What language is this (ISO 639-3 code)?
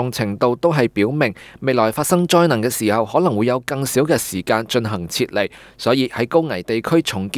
yue